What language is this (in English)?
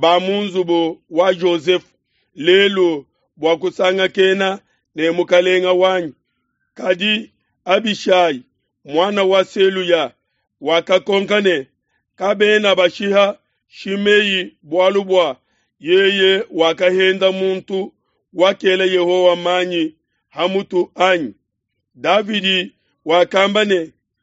Luba-Lulua